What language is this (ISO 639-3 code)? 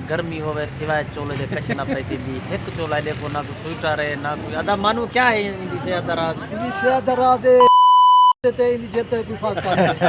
skr